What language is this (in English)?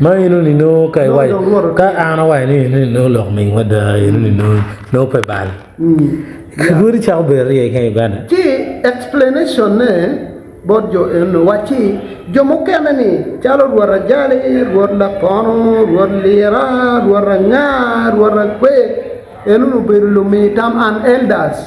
Acoli